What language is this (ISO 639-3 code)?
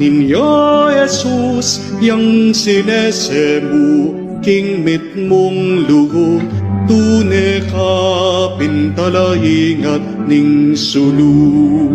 pam